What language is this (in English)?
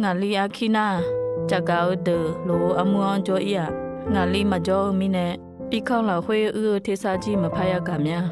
Akha